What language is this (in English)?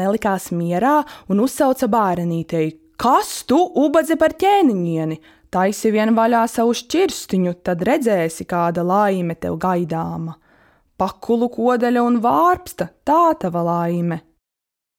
Latvian